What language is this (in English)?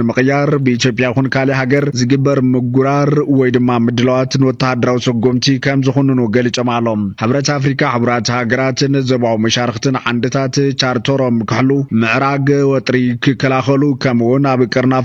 Tigrinya